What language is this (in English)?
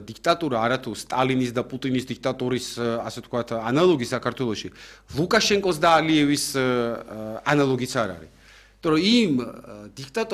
Georgian